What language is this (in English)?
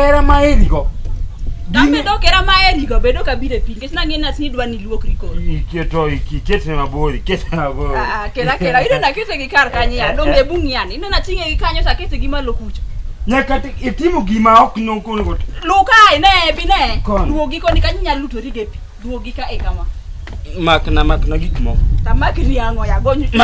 Luo (Kenya and Tanzania)